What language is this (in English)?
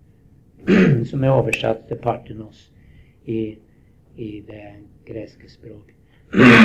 Norwegian